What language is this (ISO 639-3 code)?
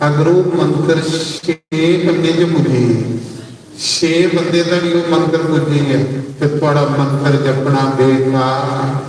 doi